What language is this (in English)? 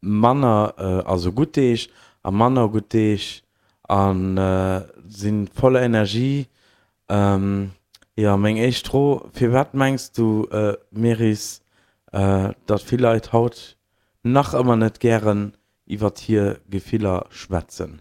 Luxembourgish